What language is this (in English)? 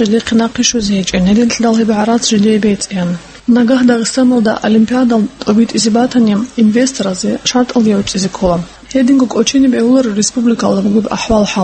Avaric